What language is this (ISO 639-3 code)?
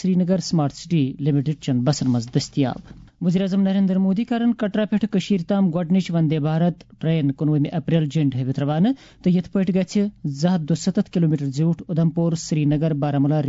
kas